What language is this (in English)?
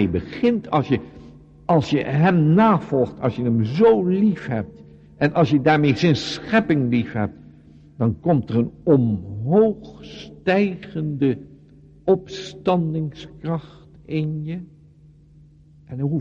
Dutch